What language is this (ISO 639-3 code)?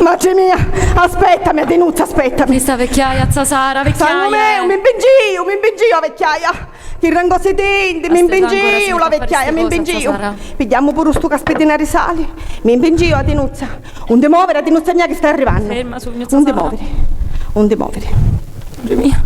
scn